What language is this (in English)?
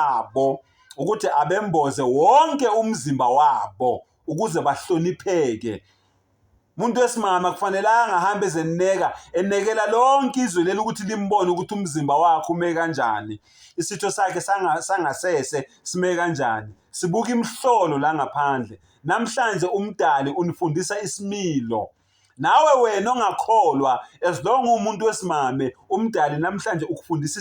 Zulu